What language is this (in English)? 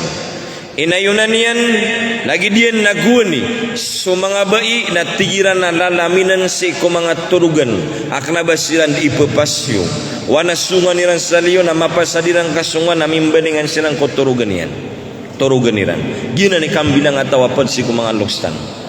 Maranao